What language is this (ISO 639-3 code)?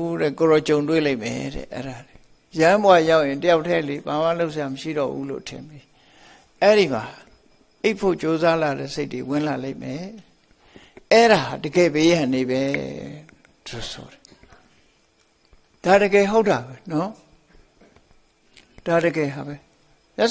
mya